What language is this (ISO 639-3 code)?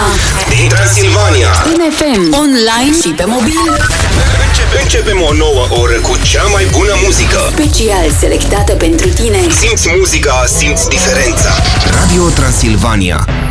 ron